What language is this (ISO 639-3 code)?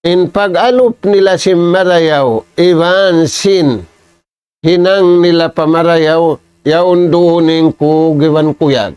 tsg